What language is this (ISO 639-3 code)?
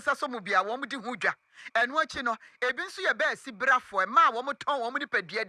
aka